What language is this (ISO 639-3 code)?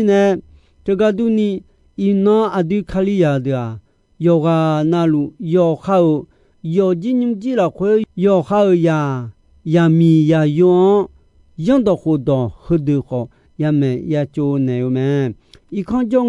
ahk